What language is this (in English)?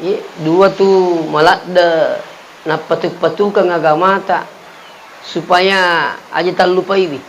Buginese